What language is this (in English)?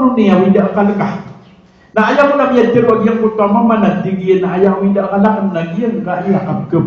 Maranao